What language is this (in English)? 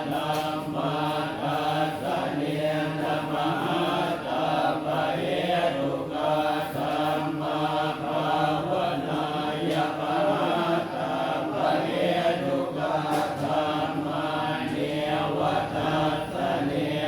Pali